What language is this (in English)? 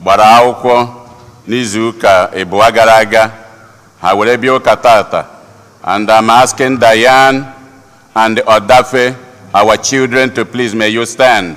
Igbo